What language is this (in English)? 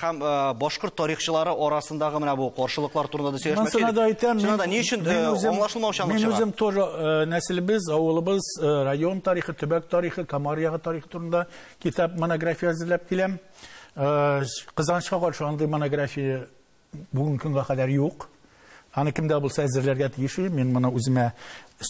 Tatar